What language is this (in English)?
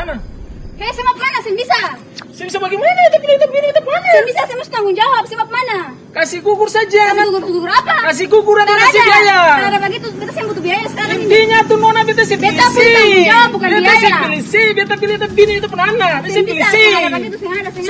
Ambonese Malay